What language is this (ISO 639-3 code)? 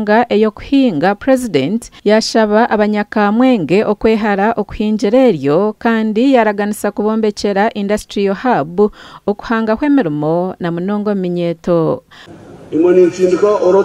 nyn